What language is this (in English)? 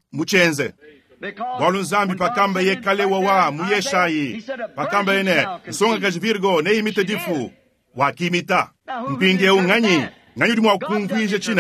Luba-Lulua